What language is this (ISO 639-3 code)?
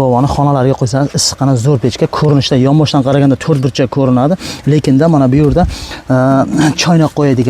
uzb